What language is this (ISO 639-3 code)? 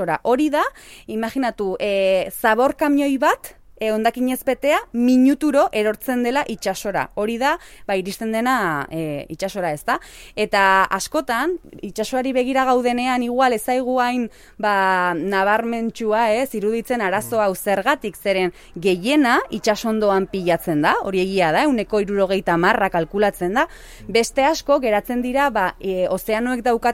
eus